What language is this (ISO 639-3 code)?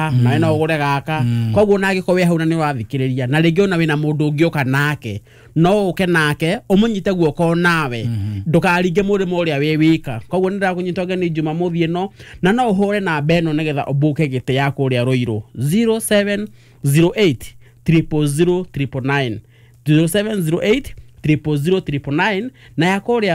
kik